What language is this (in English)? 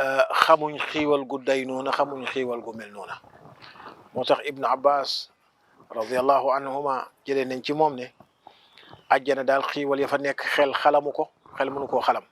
Wolof